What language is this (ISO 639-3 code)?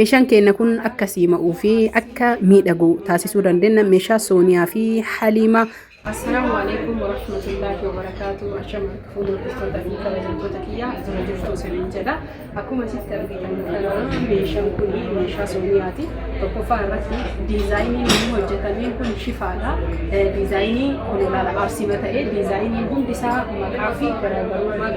orm